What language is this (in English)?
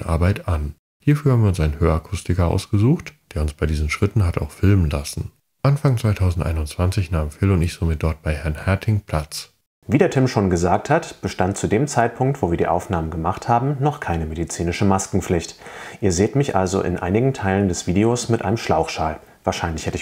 German